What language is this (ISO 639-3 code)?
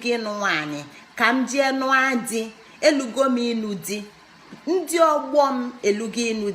ibo